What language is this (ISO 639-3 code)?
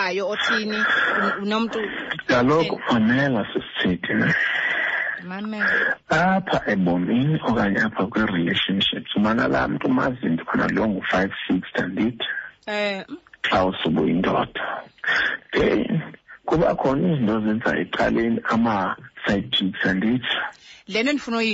xho